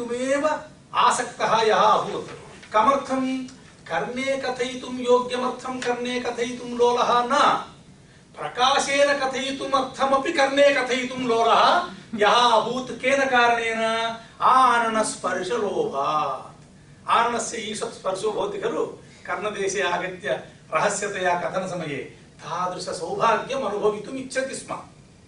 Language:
Sanskrit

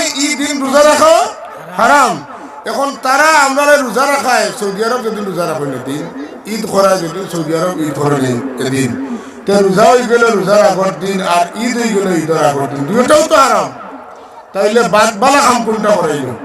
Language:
Sylheti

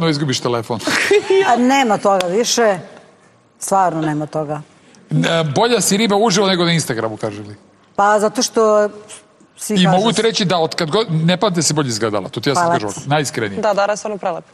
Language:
Serbian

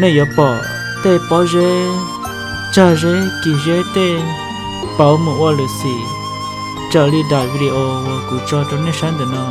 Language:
Hmong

